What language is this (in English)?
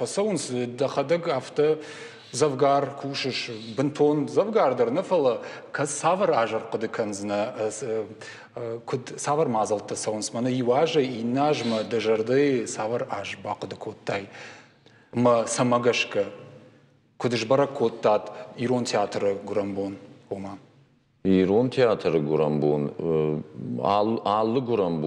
Ossetic